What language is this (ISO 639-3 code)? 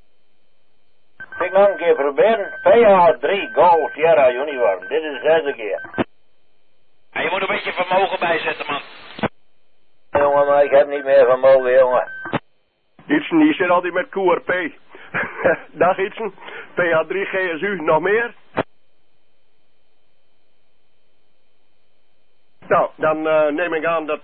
nld